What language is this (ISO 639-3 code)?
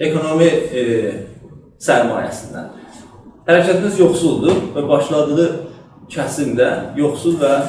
azb